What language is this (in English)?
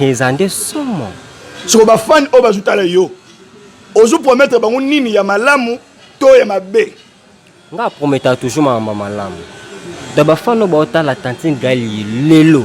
Lingala